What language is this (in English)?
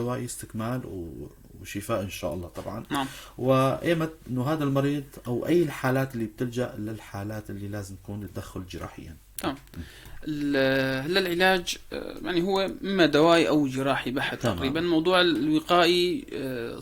North Levantine Arabic